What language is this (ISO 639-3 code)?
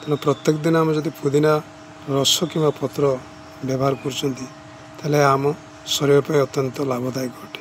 ori